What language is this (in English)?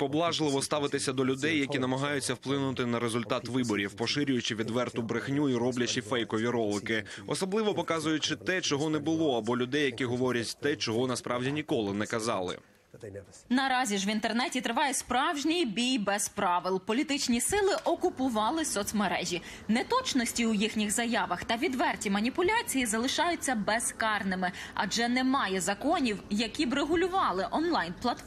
Ukrainian